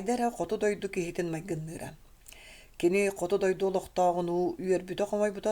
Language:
Yakut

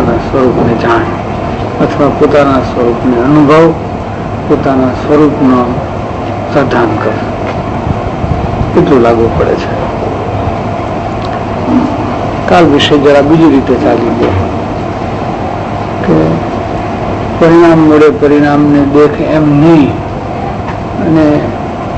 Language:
Gujarati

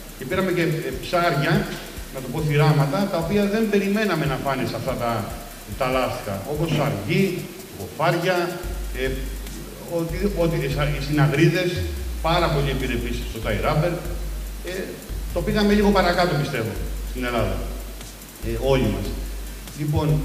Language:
Greek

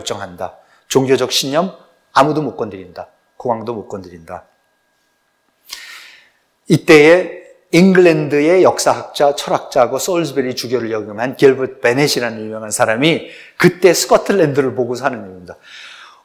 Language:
Korean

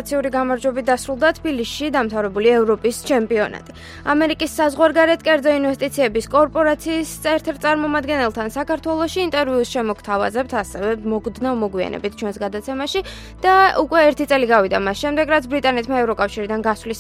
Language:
Georgian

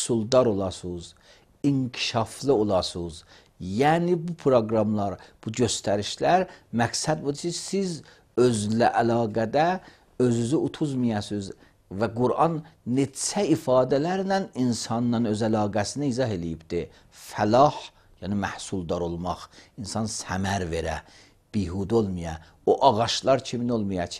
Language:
Azerbaijani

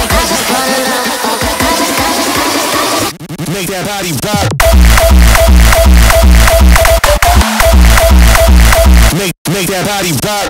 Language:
English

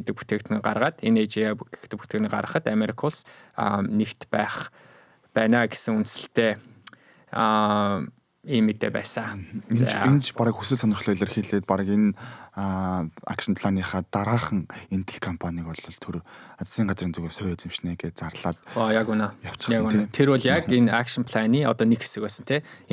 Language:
Mongolian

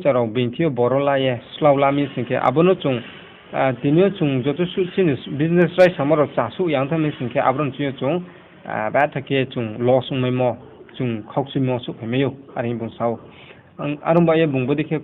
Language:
Riang (India)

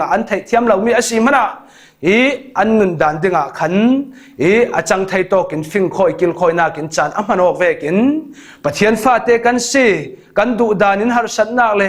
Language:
Falam Chin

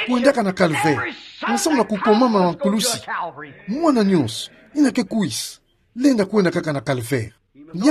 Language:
Kituba (Democratic Republic of Congo)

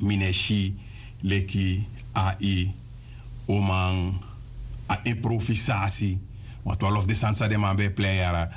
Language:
Sranan Tongo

